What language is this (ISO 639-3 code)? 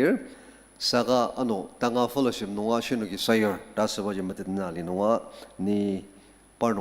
njo